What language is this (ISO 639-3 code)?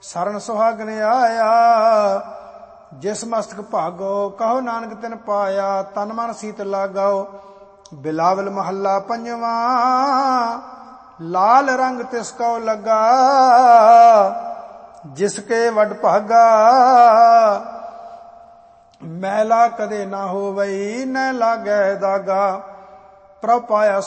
pan